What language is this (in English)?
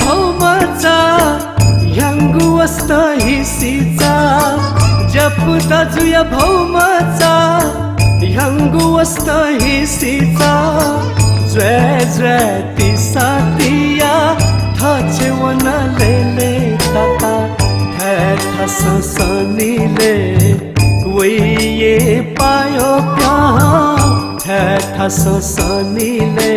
Newari